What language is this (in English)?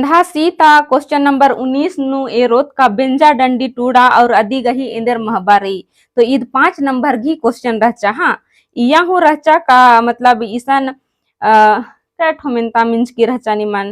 Kurukh